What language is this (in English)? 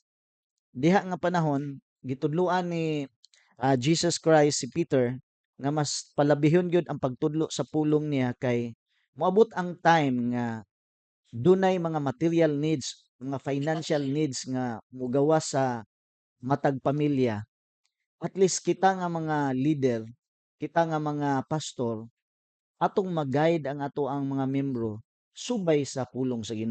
Cebuano